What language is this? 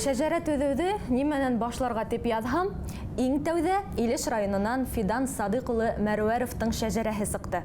Bashkir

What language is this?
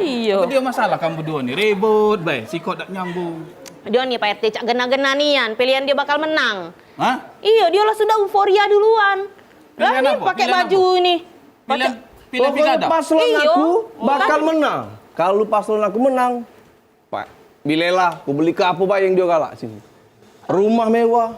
Musi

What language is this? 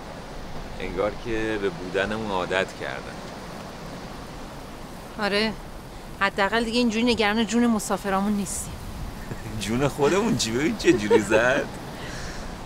Persian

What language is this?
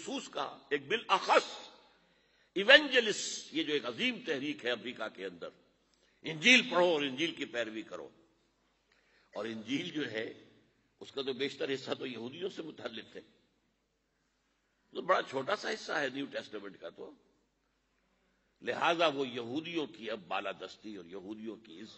Urdu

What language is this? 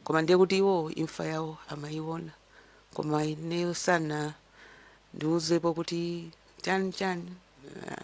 Nyanja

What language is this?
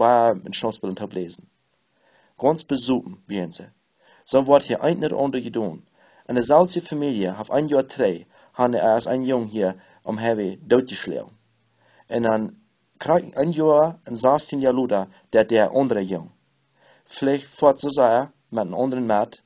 Plautdietsch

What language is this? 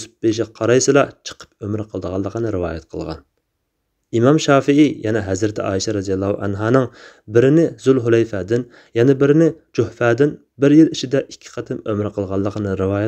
Uyghur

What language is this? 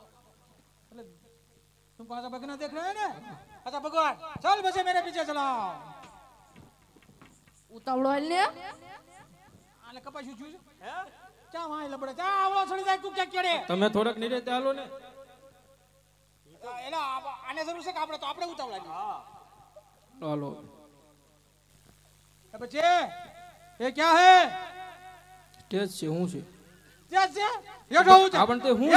Gujarati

